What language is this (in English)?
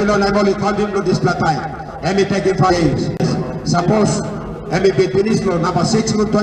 Tok Pisin